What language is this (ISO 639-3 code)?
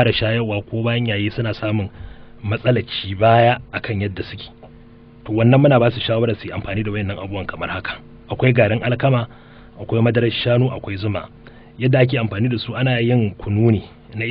hau